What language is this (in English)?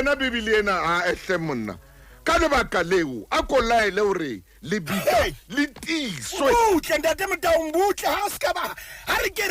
Southern Sotho